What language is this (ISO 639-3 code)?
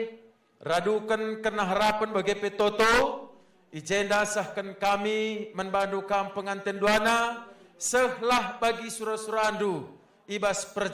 btx